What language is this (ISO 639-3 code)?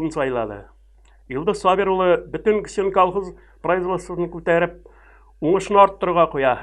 tat